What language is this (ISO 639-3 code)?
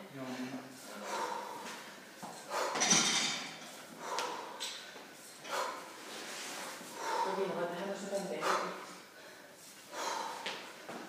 fin